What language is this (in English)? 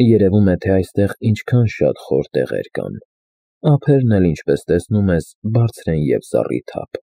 Armenian